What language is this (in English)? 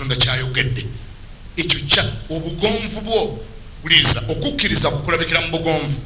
Ganda